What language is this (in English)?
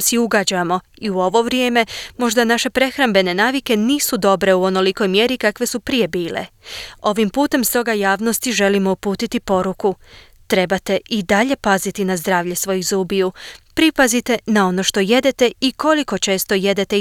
Croatian